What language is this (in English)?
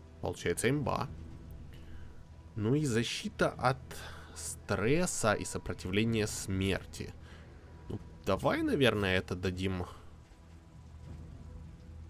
Russian